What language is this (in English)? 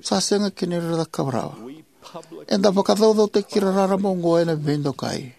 Fijian